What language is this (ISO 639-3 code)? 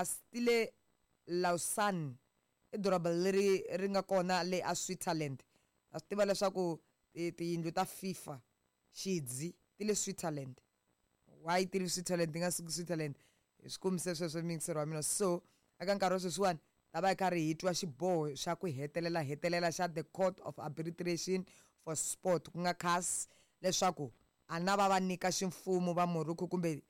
tso